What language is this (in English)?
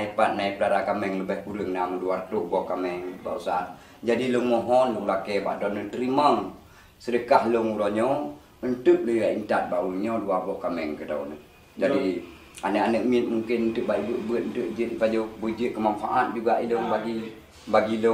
Achinese